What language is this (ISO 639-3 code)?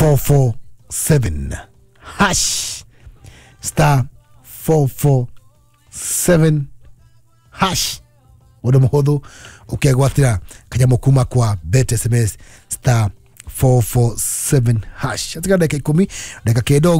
kik